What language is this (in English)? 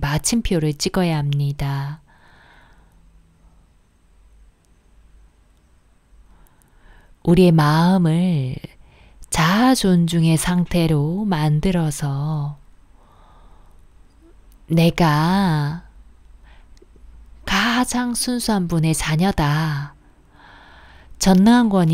Korean